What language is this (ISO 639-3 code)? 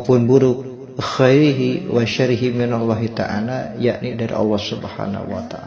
sun